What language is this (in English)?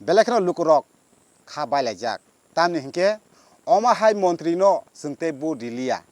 Kok Borok